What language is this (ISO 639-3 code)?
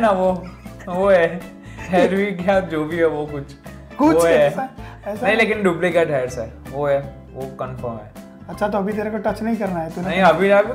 hin